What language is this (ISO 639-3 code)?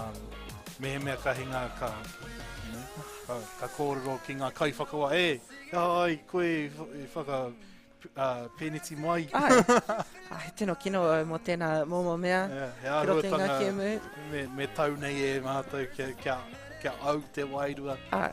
mri